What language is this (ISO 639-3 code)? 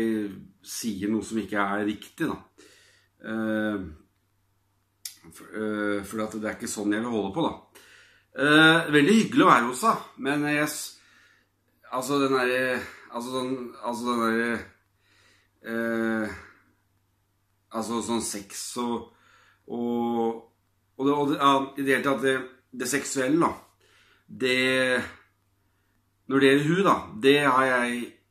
nor